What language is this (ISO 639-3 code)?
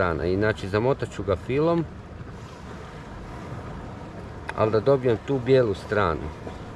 hrv